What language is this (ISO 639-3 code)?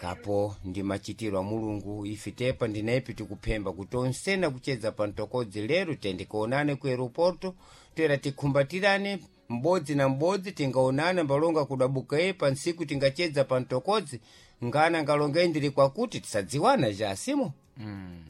seh